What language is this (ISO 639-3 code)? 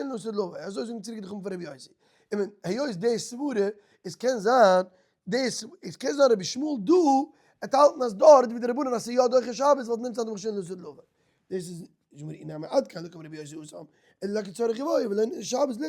yid